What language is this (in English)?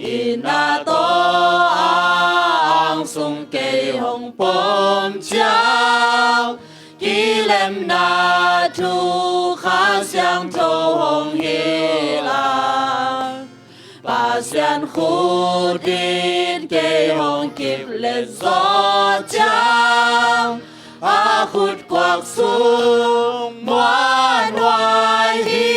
Tedim Chin